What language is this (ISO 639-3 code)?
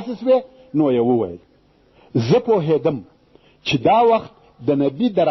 pus